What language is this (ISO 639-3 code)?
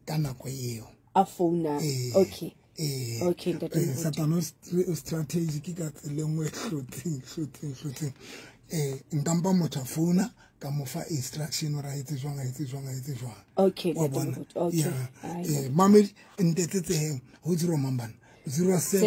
sot